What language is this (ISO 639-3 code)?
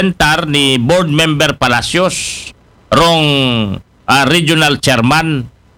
akl